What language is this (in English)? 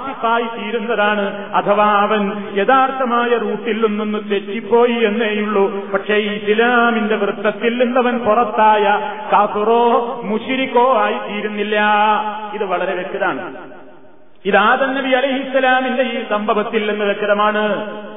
Malayalam